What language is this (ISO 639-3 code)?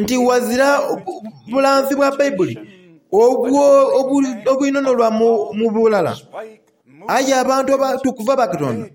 xog